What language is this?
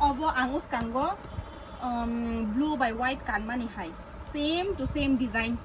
Kok Borok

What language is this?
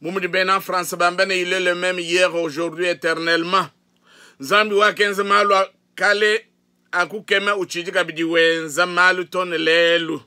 Luba-Lulua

